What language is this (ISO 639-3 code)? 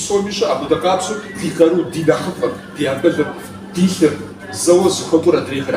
kbd